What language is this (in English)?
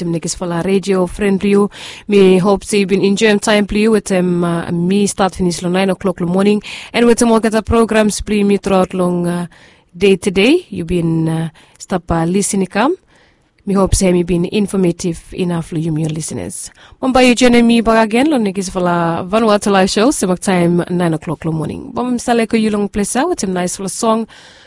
Bislama